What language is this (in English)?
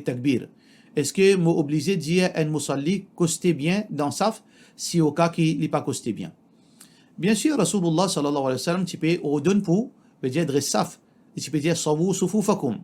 Morisyen